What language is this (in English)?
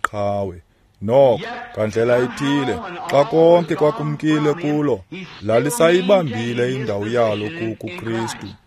Xhosa